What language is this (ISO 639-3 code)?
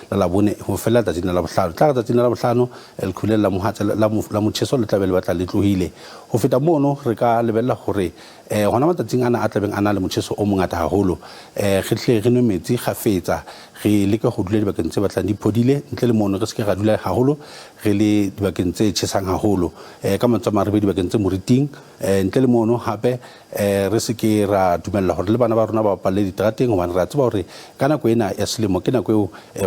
sot